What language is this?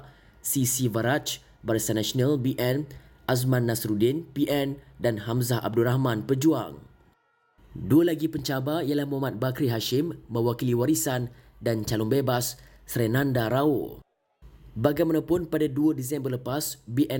Malay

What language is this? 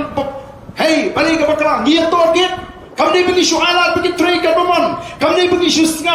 Khasi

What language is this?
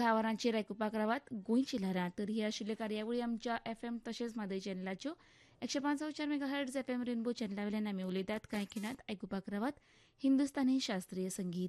Konkani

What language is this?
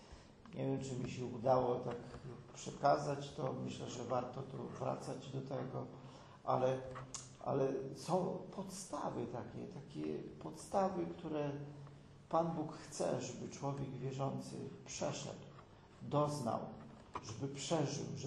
Polish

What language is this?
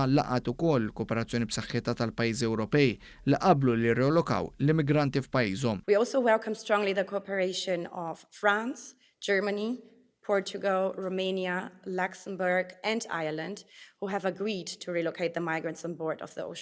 Maltese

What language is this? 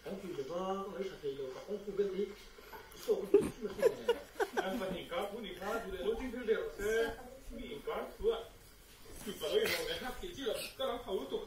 Mizo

